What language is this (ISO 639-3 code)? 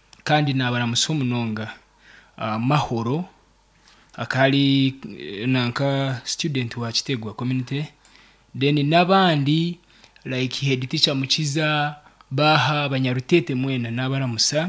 nyn